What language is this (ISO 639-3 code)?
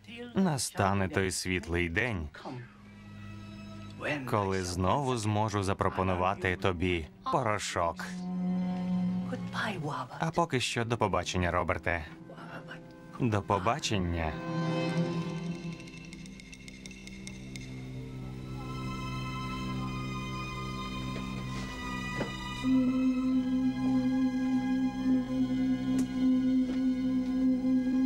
ukr